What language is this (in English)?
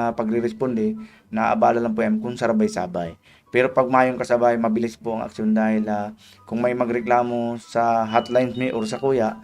Bikol